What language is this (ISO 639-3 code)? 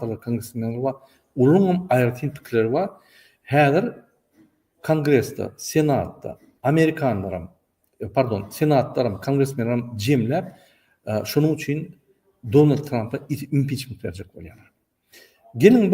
tuk